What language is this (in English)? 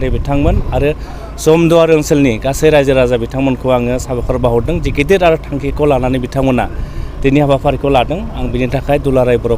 Bodo